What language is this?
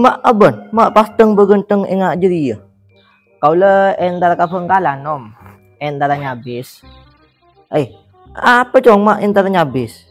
Madurese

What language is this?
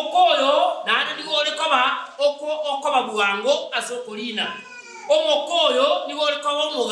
Gusii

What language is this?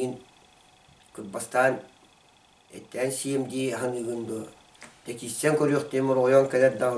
Yakut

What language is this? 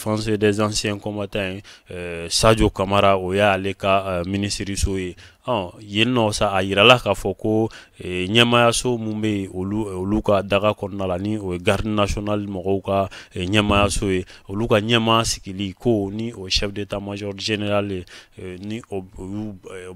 Bambara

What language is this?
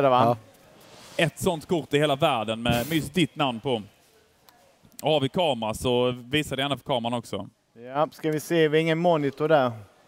Swedish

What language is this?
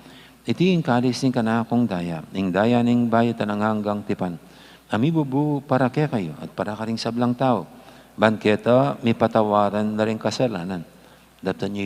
Pampanga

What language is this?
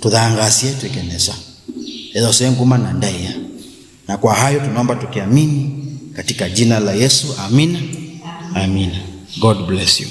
Kamba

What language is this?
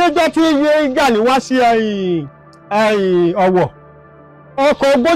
Yoruba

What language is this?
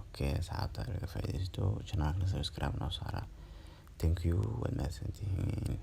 Somali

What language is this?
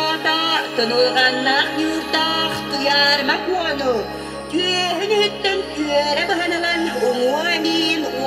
Yakut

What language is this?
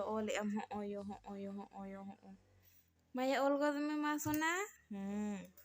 Santali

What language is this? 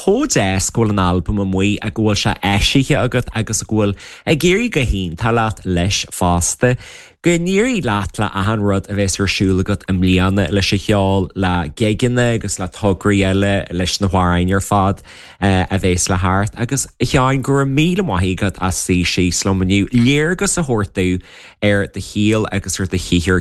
Irish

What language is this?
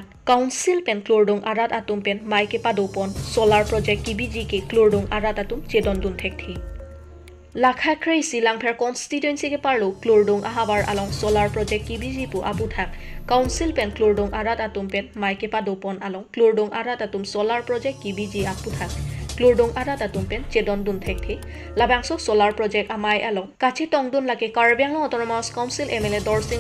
Karbi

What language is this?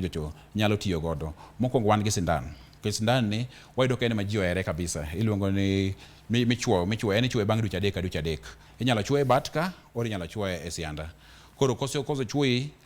Luo (Kenya and Tanzania)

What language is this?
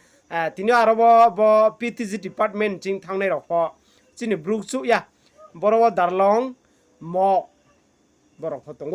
Riang (India)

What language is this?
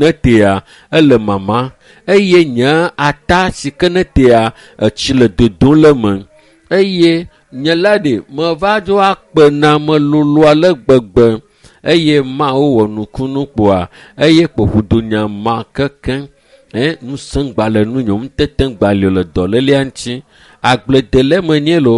Ewe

